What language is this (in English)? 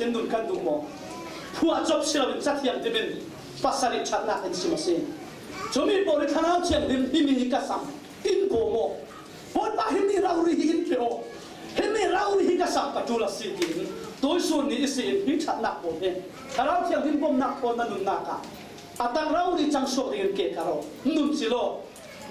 Falam Chin